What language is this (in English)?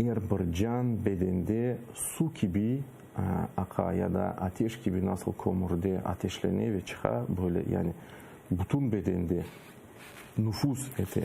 Crimean Tatar